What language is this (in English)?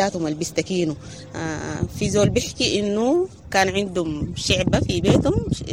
Sudanese Arabic